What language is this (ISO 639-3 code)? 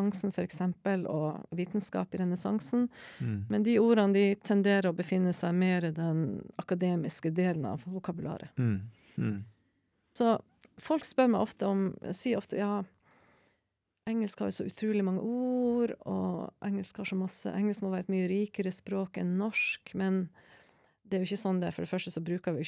nor